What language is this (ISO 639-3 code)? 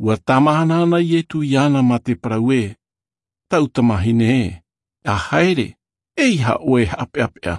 tah